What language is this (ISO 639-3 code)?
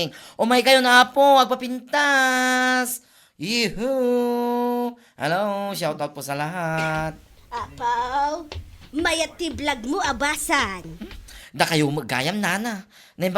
ilo